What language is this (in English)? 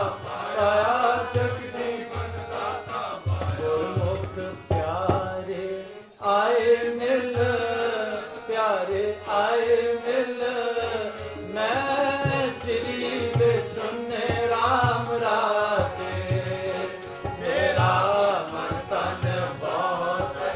Punjabi